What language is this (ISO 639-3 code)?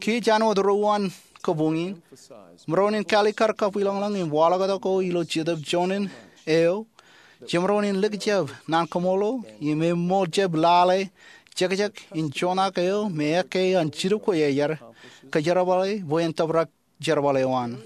mah